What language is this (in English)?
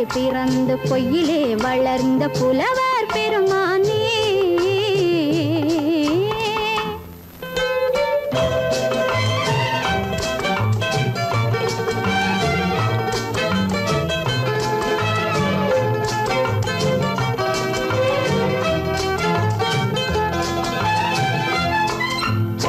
Tamil